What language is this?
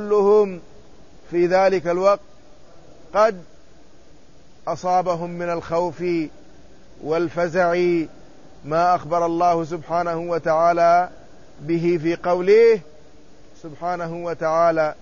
Arabic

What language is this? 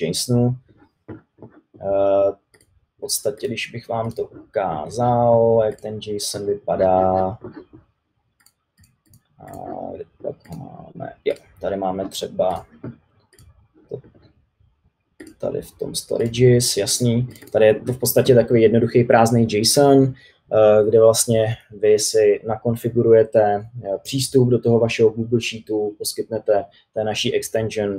Czech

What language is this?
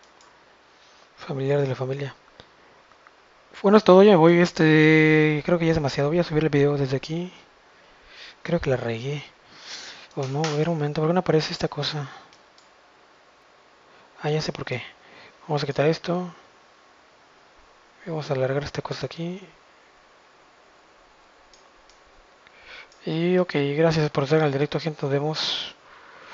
Spanish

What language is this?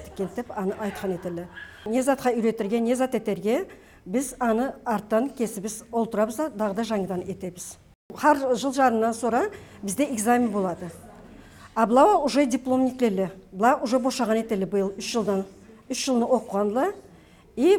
Karachay-Balkar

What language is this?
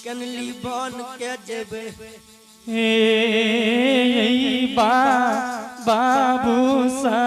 Angika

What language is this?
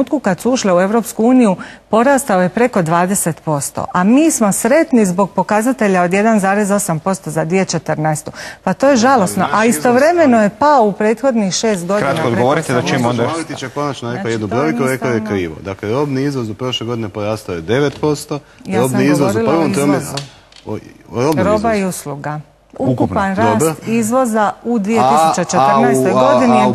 Croatian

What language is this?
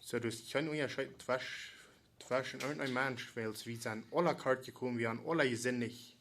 Plautdietsch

